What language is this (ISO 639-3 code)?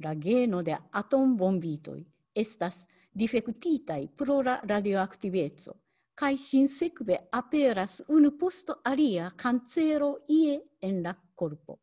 epo